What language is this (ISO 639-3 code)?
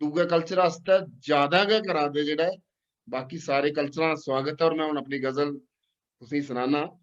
doi